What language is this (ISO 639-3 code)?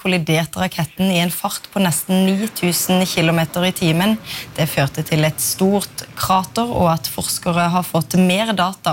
nor